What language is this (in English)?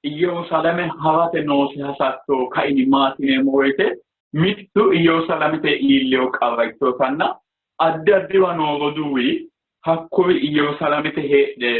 Sidamo